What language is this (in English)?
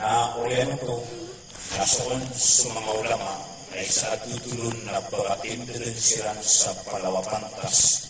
Maranao